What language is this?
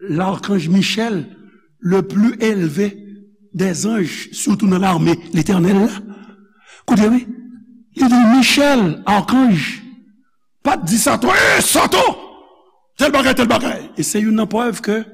Haitian Creole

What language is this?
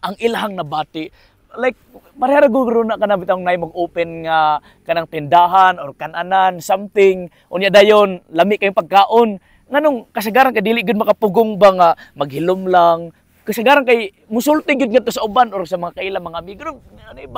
Cebuano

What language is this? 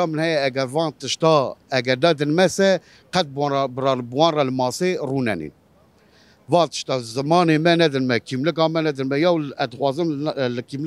Kurdish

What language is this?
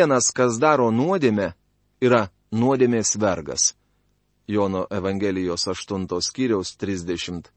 Lithuanian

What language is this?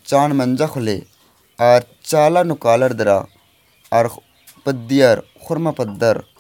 Kurukh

